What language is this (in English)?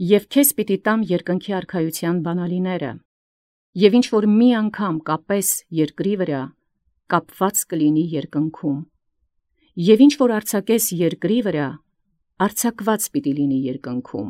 Armenian